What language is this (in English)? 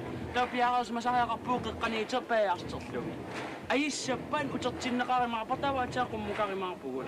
Kalaallisut